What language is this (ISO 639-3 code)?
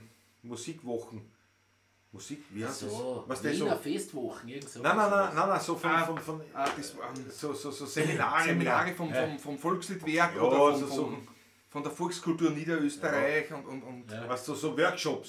bar